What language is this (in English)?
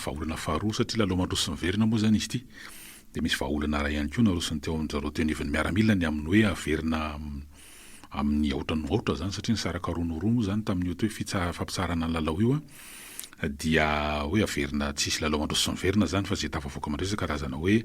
Malagasy